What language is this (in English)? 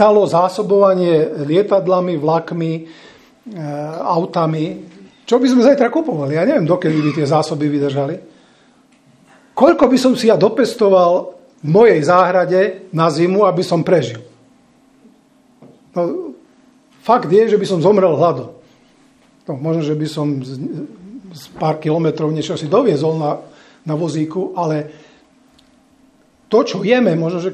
Slovak